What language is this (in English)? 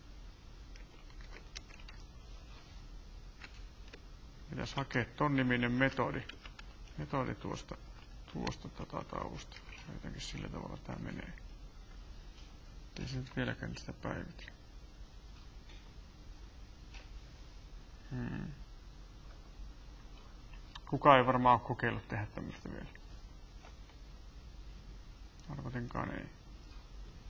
Finnish